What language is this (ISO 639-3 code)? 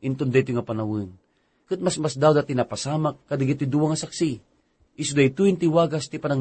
ilo